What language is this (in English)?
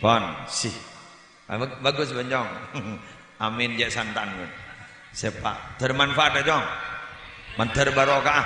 Madurese